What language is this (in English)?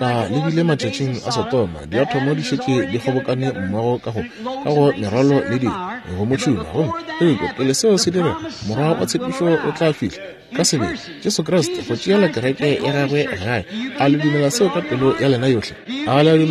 Northern Sotho